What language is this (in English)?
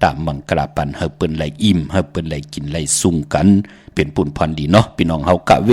Shan